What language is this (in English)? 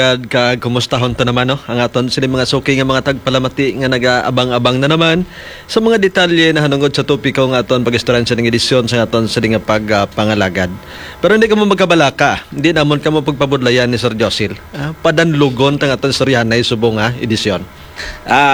Hiligaynon